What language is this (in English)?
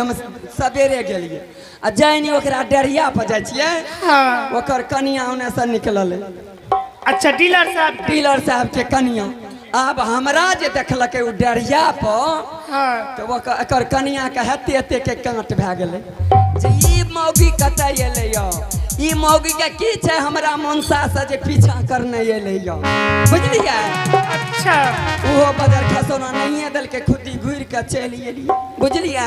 Angika